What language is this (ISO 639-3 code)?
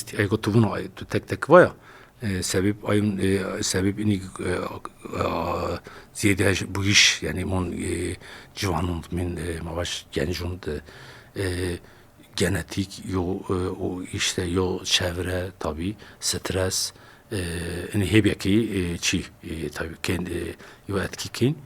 zza